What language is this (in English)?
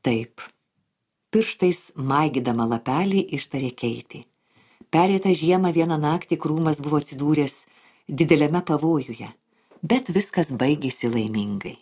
Lithuanian